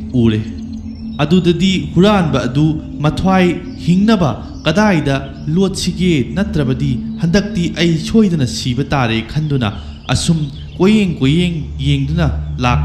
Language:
Manipuri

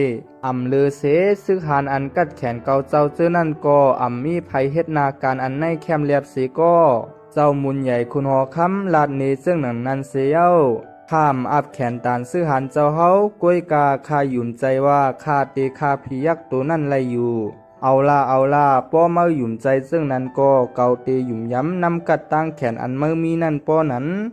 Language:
Shan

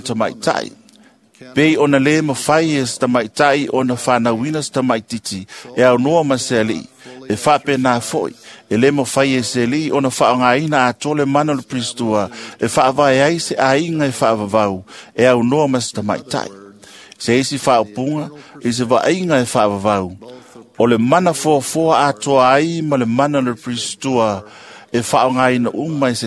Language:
Samoan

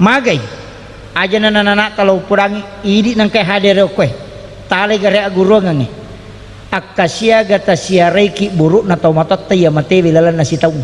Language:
Buginese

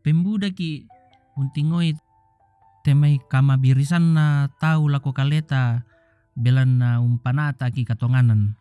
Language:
Toraja-Sa'dan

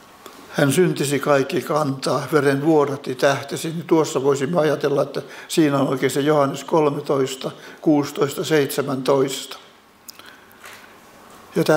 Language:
Finnish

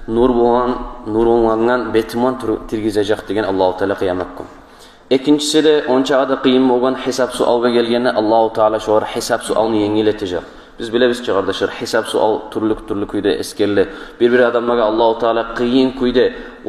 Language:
Kumyk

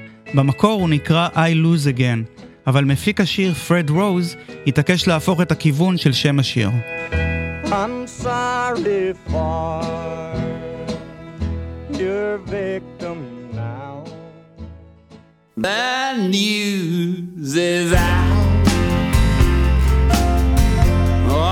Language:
Hebrew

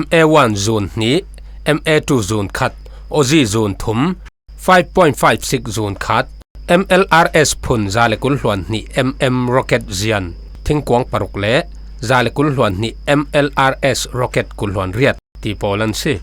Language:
Falam Chin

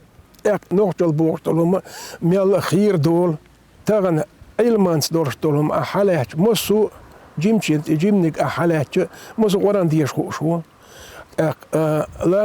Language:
Chechen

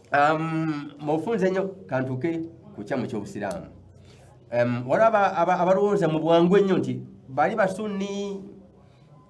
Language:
Ganda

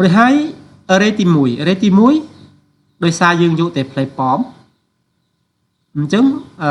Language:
Khmer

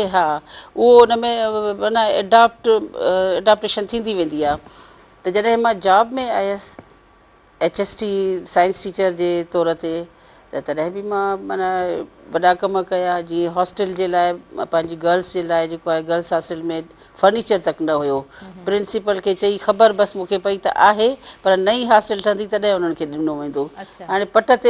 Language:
Sindhi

